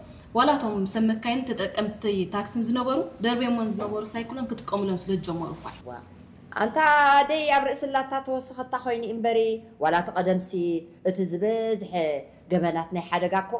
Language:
Tigrinya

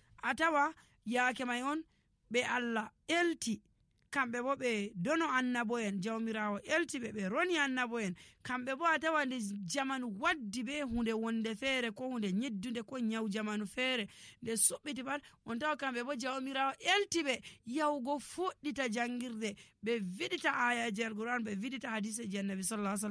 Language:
Nigerian Fulfulde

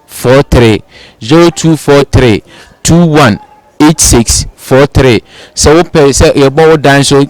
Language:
Akan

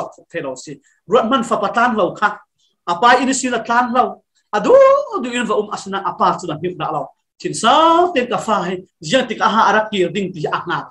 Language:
Falam Chin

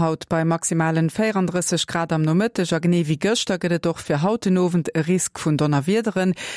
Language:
Luxembourgish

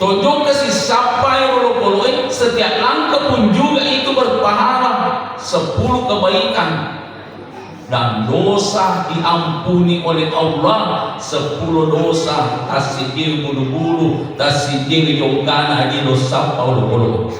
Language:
Buginese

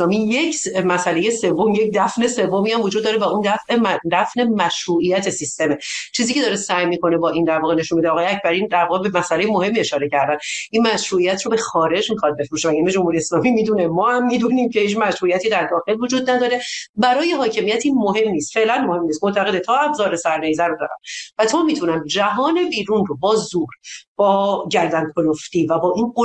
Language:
Persian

